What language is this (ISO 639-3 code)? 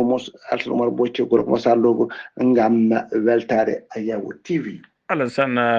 ful